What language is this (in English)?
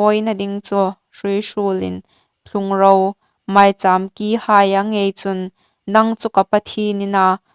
Hmar